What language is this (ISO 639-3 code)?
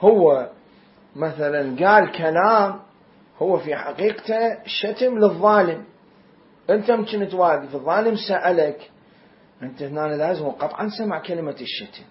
acm